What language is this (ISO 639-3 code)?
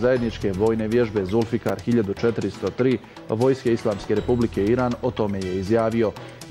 bos